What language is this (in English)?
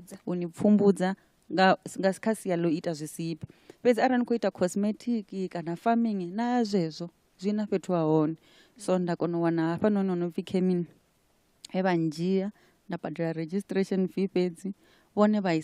Venda